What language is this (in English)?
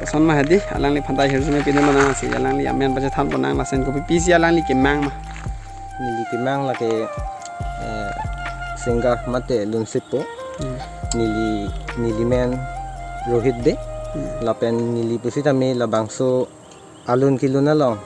Karbi